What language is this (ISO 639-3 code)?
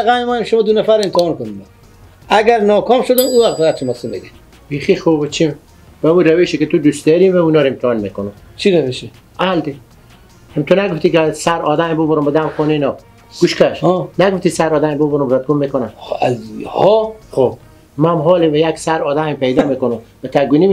fas